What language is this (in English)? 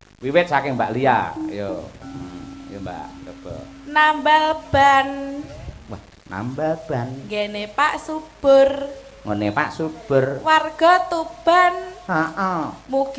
Javanese